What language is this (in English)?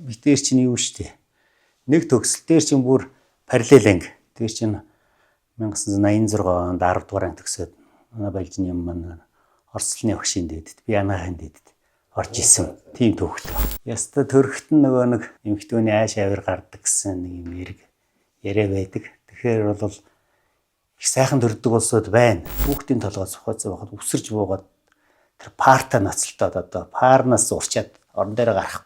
Mongolian